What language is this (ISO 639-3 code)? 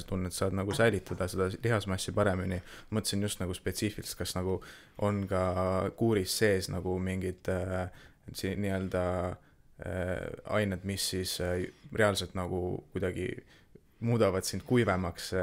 est